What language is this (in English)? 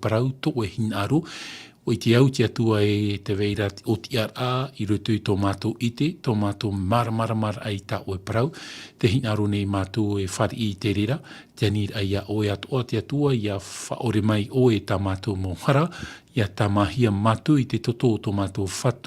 Tahitian